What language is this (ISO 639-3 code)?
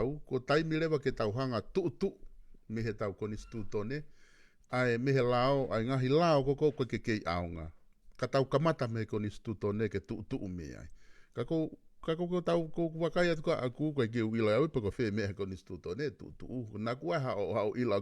ton